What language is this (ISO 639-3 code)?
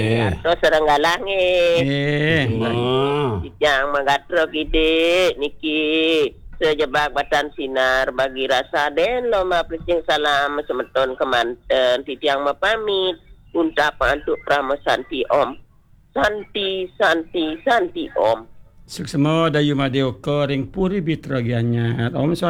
ban